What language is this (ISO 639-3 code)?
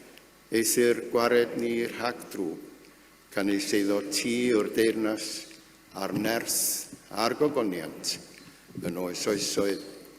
cym